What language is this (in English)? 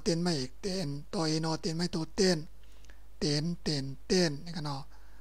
Shan